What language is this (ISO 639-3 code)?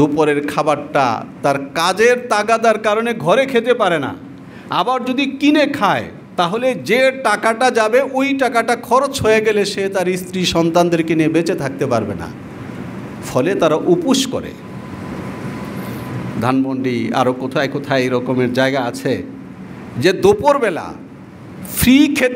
ben